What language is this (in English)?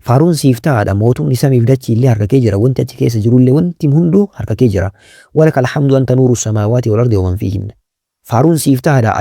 Oromo